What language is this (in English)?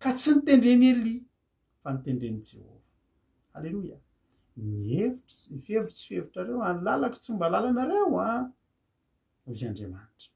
Malagasy